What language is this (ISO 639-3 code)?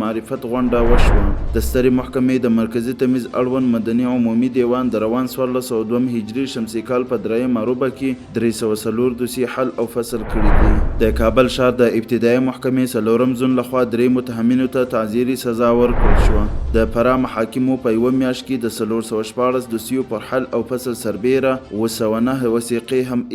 pus